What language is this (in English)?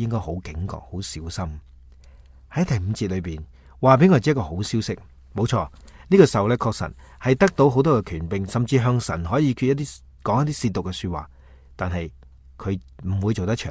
Cantonese